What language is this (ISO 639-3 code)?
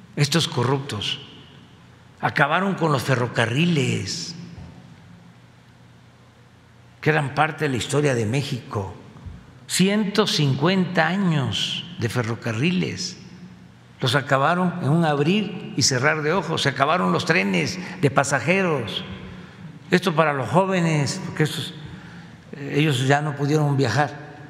spa